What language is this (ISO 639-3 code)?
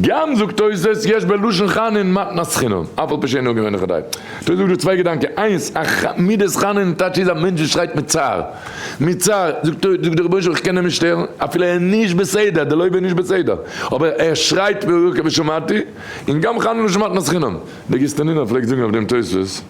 yid